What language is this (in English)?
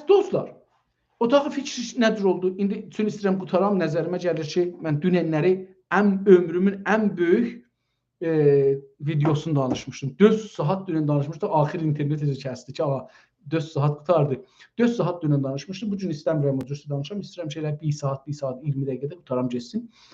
South Azerbaijani